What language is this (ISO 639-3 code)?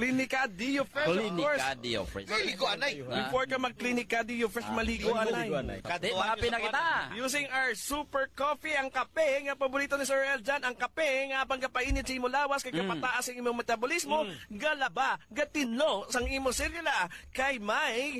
hil